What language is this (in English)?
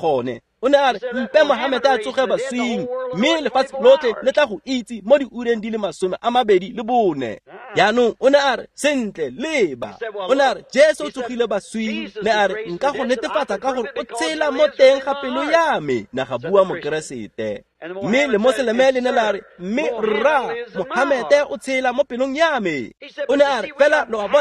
Tswana